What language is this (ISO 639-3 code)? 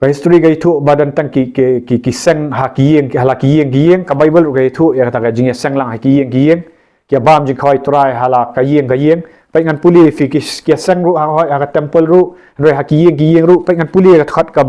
kha